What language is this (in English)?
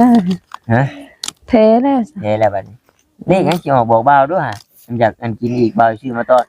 Northeastern Thai